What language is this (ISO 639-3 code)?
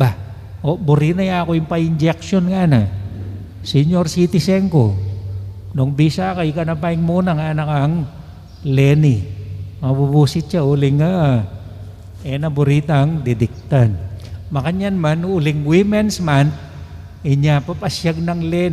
pam